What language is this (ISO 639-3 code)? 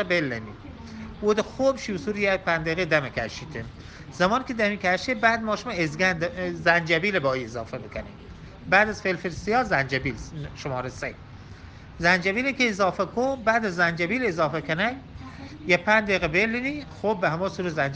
bgp